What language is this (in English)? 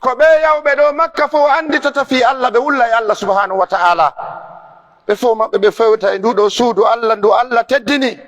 Pular